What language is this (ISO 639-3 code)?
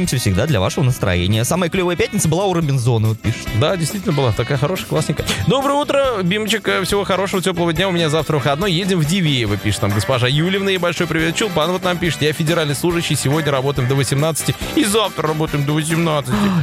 rus